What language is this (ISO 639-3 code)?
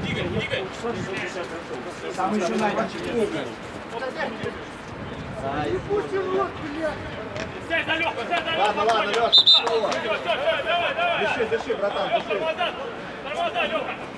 rus